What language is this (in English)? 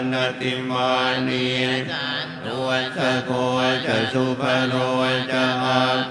Pali